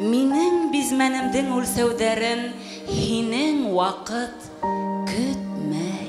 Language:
Bashkir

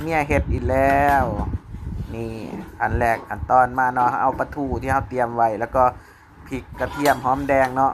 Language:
Northeastern Thai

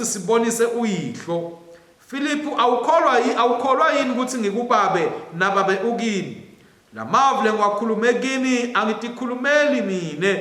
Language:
Swati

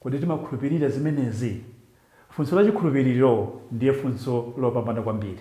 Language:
Nyanja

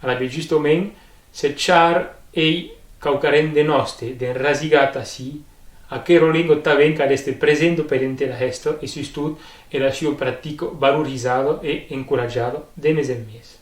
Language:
Occitan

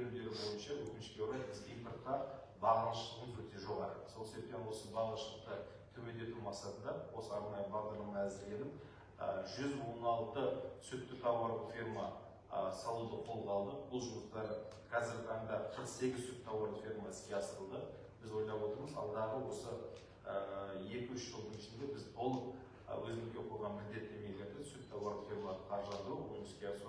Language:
Kazakh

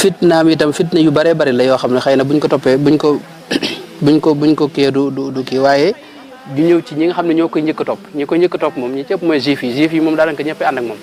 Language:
Wolof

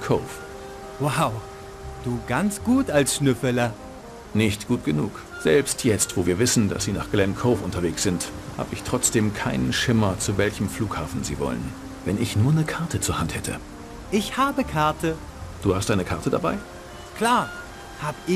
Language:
Bavarian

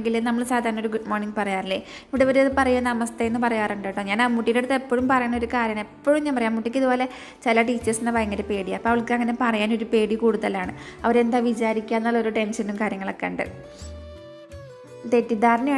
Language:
Malayalam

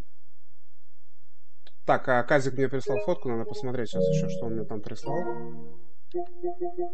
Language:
Russian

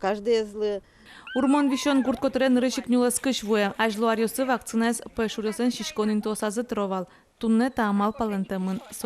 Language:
Udmurt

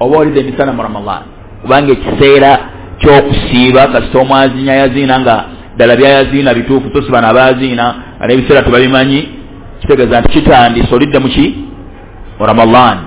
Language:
Ganda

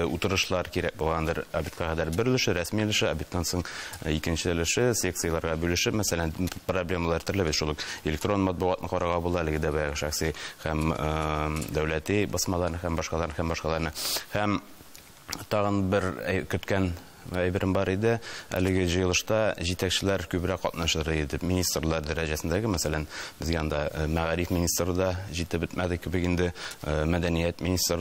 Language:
Tatar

